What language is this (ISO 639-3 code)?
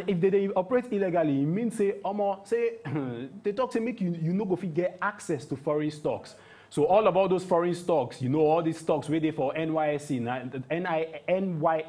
pcm